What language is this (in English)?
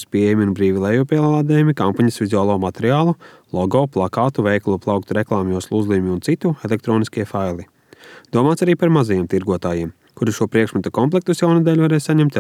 Latvian